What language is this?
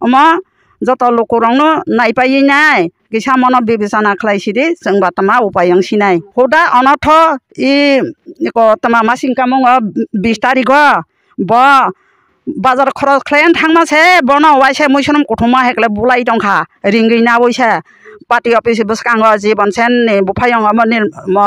Kok Borok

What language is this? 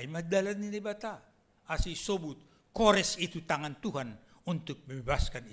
Batak Simalungun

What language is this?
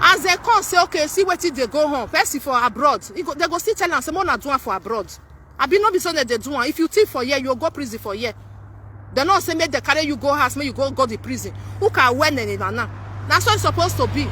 Nigerian Pidgin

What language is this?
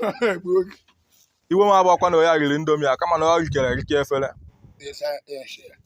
Igbo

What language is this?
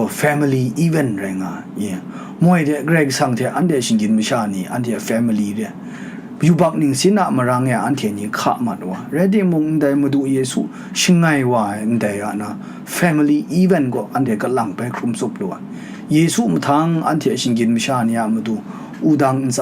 Kachin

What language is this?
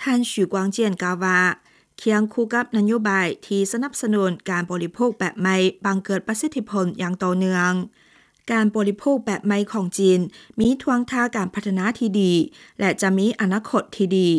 Lao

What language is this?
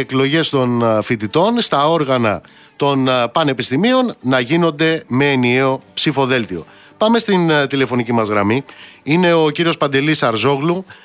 Greek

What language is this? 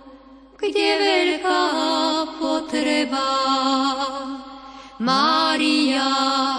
Slovak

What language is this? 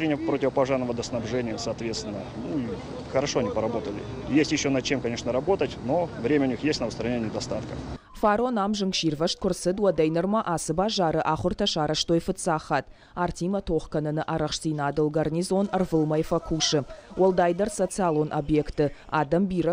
Ossetic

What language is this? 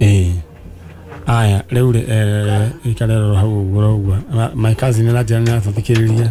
Kikuyu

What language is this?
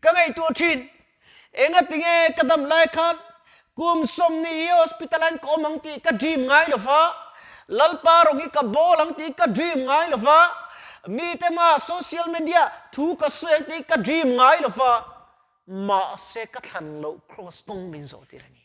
Mizo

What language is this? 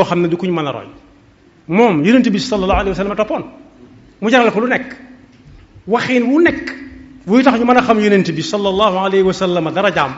Wolof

